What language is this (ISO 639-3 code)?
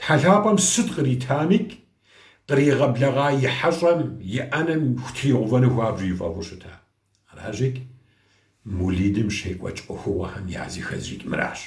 kbd